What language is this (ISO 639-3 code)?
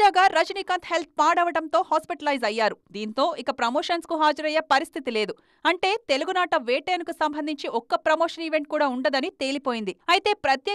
tel